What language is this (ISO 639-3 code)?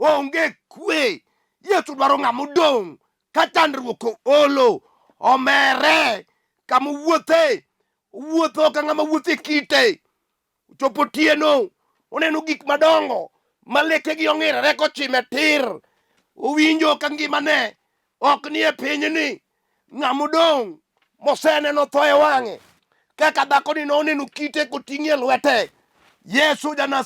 luo